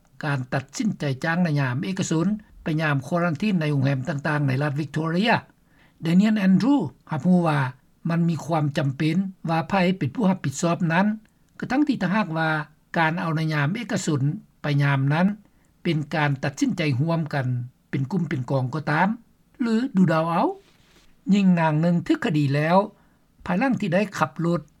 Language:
Lao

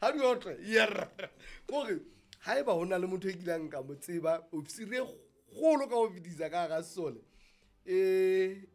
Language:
Southern Sotho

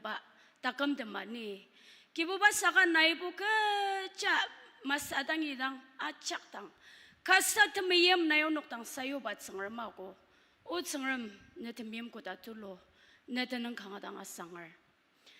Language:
Ao Naga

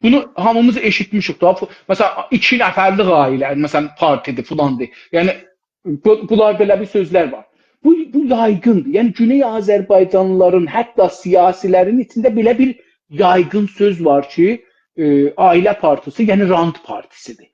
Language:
South Azerbaijani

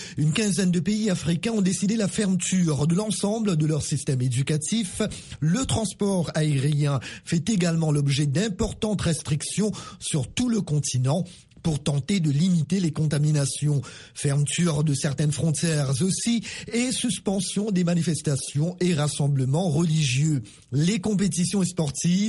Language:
French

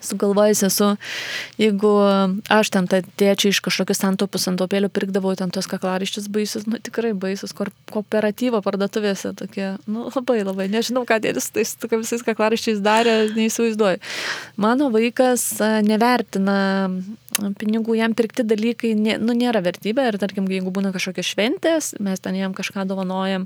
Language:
Lithuanian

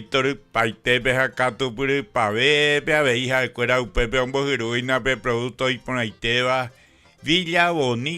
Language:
Guarani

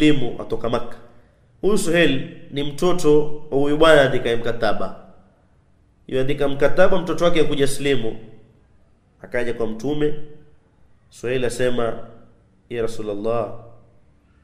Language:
Swahili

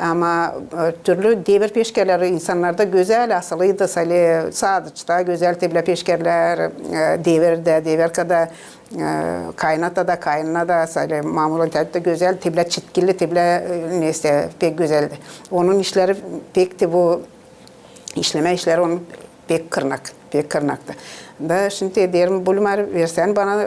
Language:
Gagauz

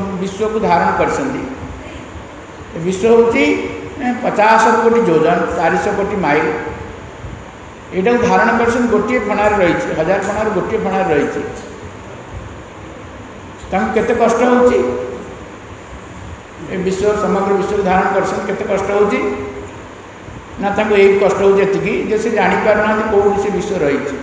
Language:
Odia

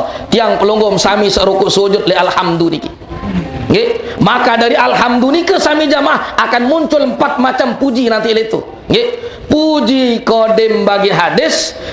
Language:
Sasak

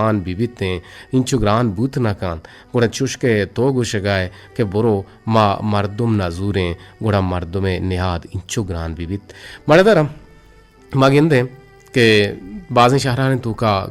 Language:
Eastern Balochi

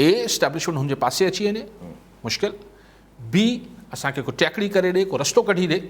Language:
Sindhi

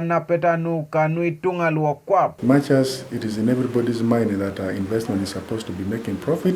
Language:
Teso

